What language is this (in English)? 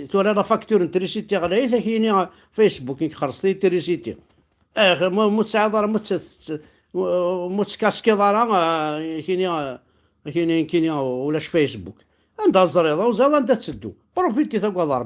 Kabyle